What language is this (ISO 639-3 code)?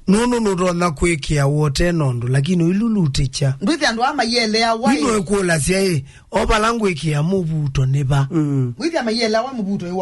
kam